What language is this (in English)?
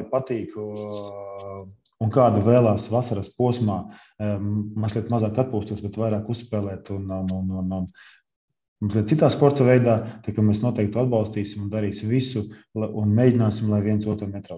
Latvian